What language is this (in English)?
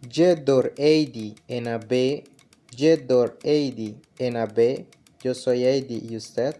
Bribri